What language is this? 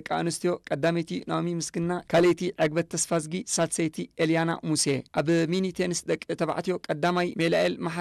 Tigrinya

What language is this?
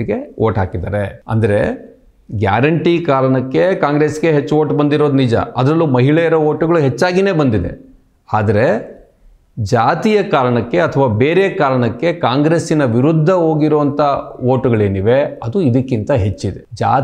Kannada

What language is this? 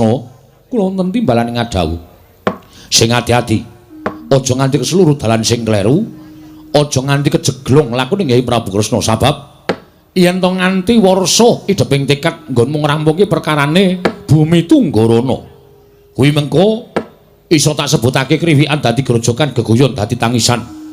Javanese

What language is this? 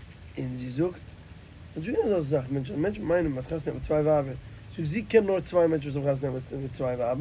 Yiddish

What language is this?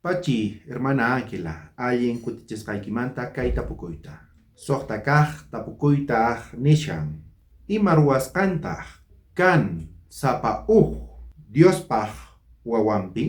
South Bolivian Quechua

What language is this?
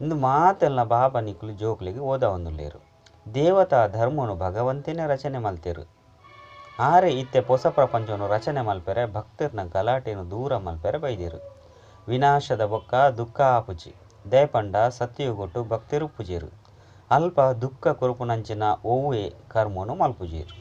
Tulu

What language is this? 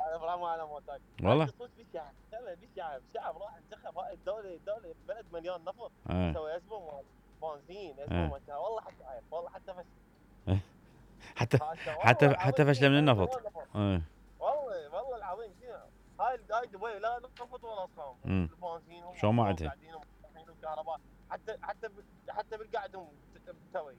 Mesopotamian Arabic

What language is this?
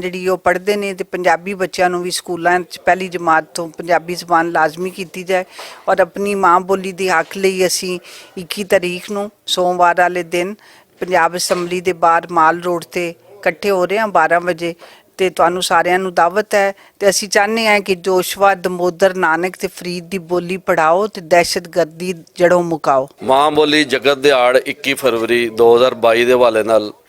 Western Panjabi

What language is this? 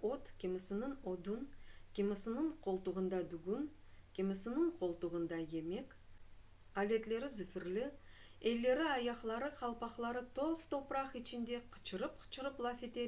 Crimean Tatar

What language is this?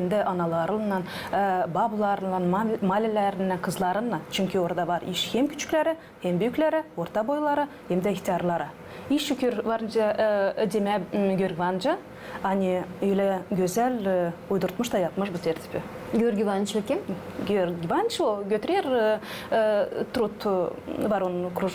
Gagauz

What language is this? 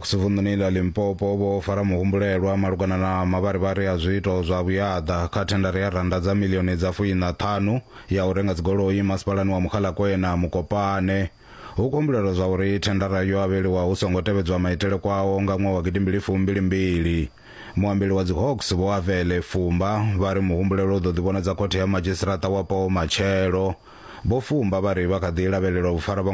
Venda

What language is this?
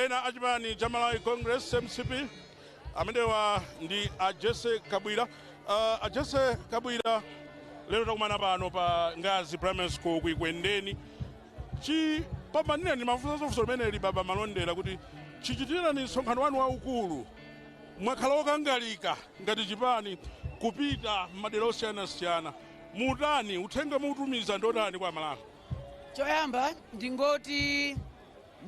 Nyanja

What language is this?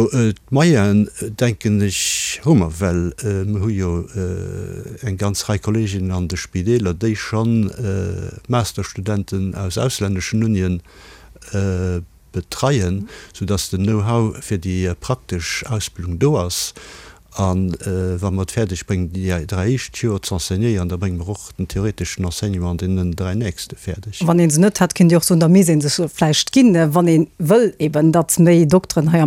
Luxembourgish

